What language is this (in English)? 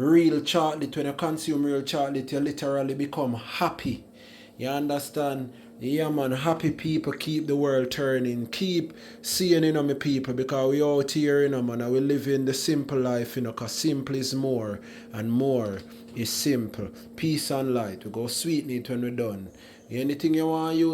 Jamaican Creole English